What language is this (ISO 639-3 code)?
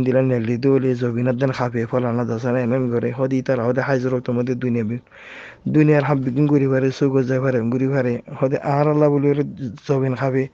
rhg